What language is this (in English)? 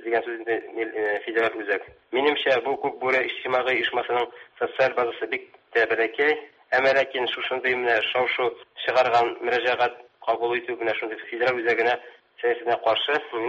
Tatar